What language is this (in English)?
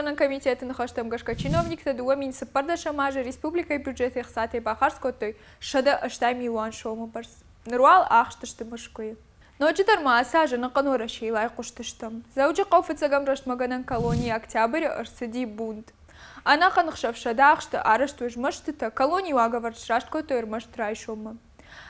Ossetic